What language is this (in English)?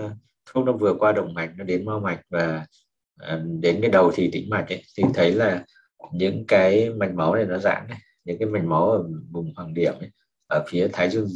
Vietnamese